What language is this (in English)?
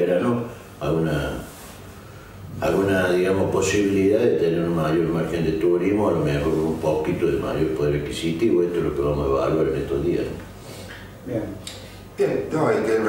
Spanish